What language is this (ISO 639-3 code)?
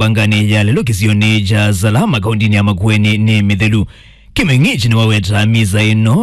kam